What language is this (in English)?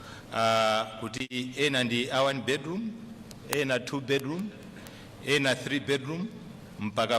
Nyanja